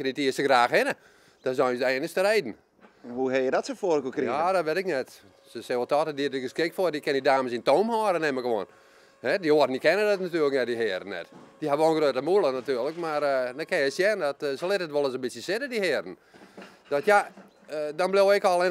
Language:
Western Frisian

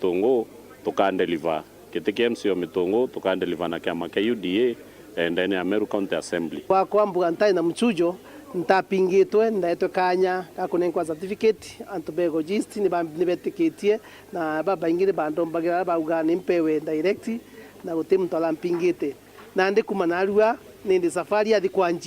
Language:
Meru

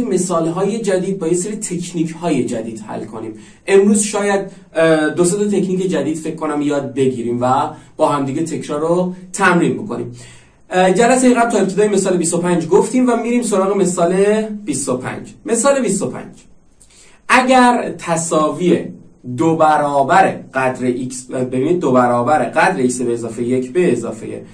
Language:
Persian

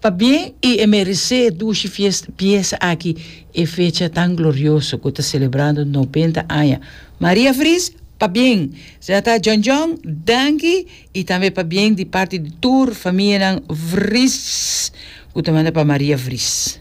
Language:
Papiamento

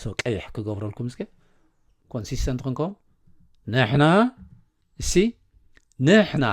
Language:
Tigrinya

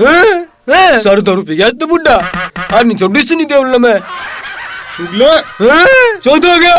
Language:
Haryanvi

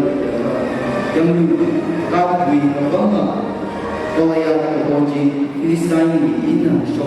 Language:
Tangkhul Naga (India)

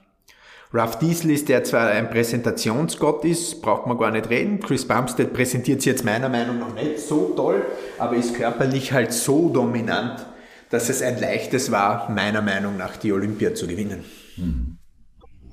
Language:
German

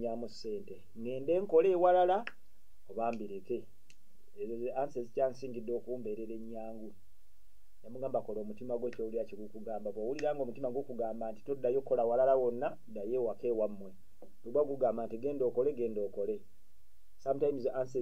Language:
Ganda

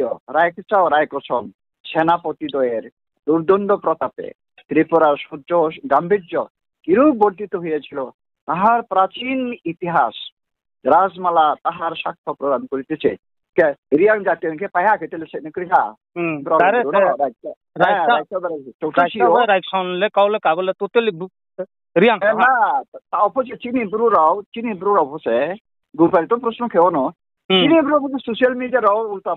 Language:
Riang (India)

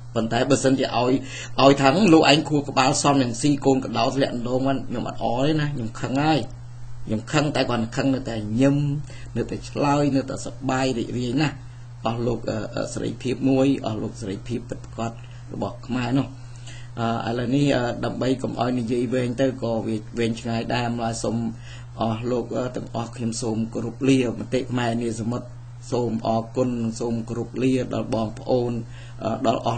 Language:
Khmer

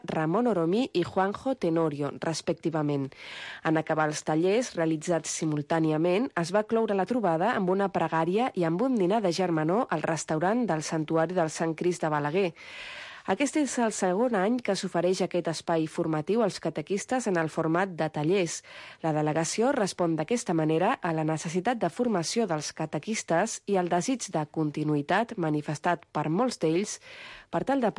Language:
Catalan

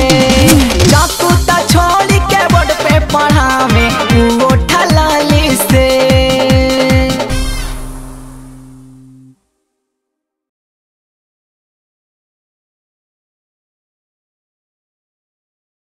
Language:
Bhojpuri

